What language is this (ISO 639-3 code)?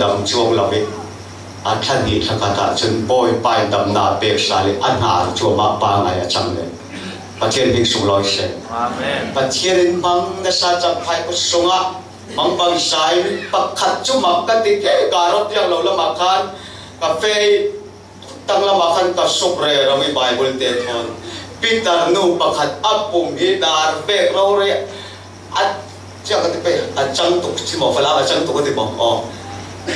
cfm